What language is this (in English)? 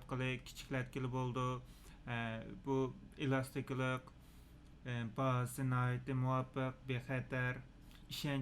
Uyghur